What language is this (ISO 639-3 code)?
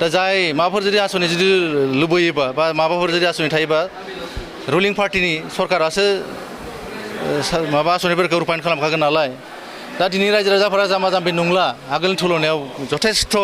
brx